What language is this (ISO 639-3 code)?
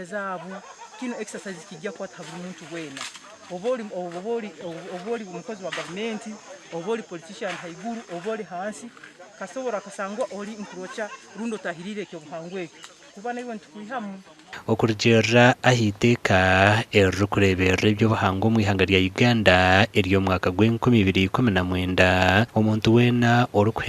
nyn